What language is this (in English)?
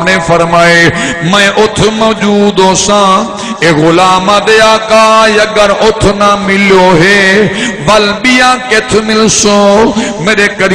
Saraiki